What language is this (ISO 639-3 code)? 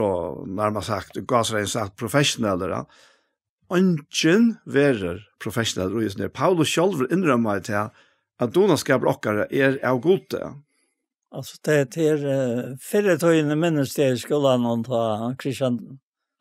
fao